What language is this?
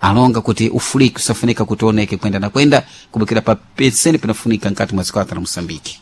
Sena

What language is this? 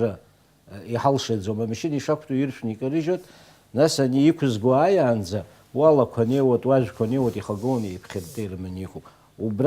Abkhazian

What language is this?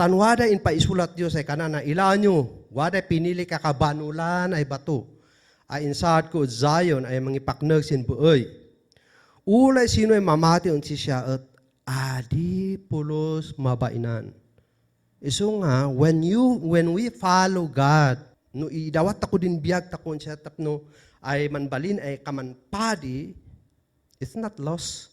Kankanaey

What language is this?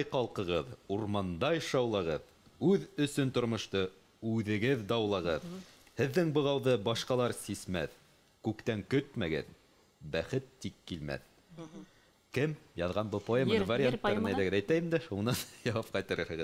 Bashkir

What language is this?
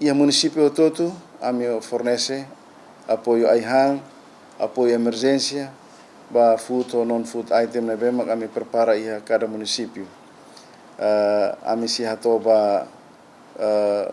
Tetum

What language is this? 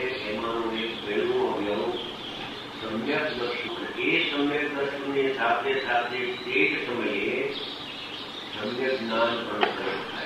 Gujarati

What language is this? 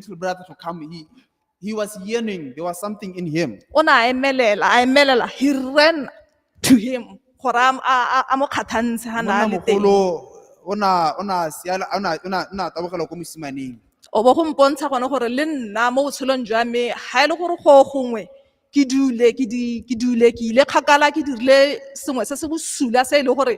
Tswana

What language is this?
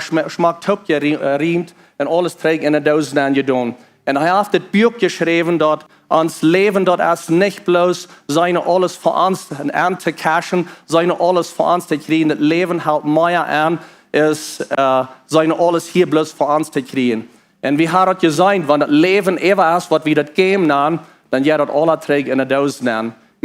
Plautdietsch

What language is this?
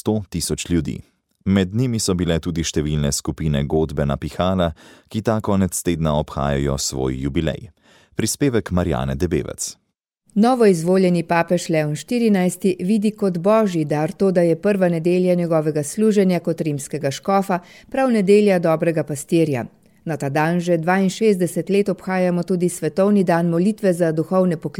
Slovenian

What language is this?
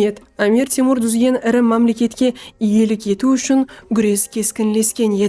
Kara-Kalpak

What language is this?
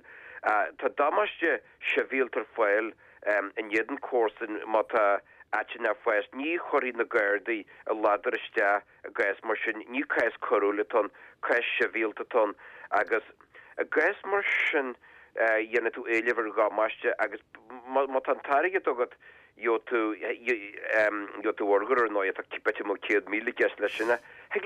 Irish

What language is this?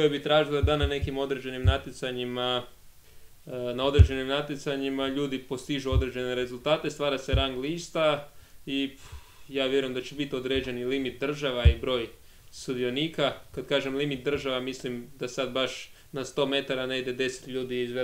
Croatian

